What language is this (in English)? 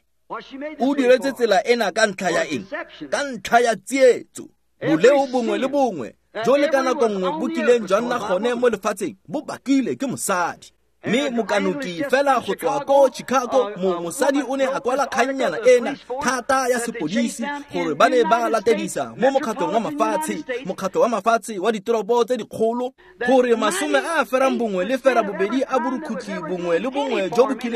Tswana